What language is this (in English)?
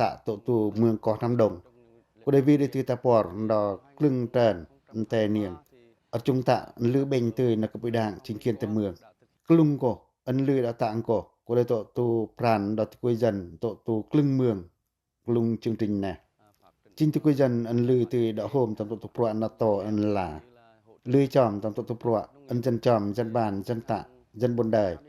Pacoh